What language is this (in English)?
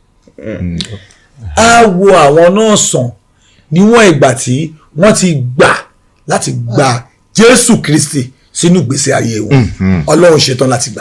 Yoruba